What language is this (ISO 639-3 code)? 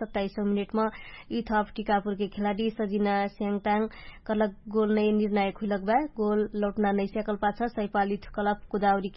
thl